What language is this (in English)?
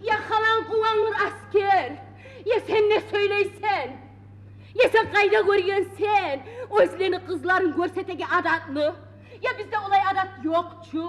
Kumyk